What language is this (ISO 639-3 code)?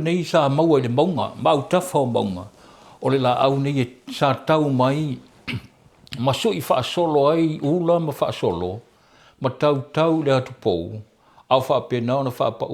smo